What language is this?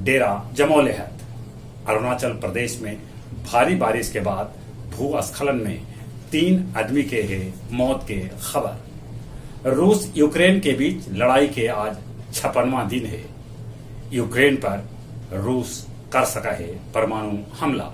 Magahi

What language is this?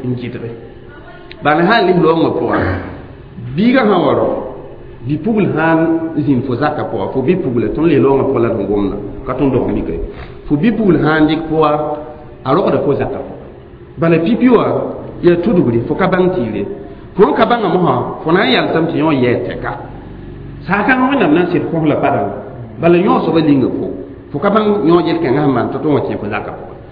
Mossi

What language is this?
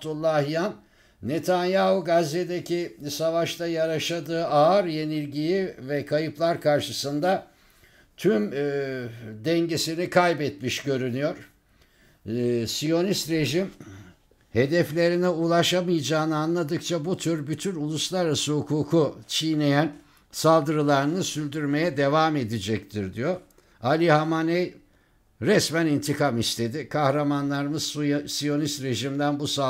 Turkish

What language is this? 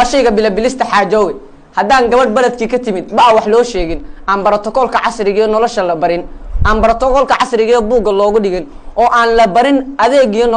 Somali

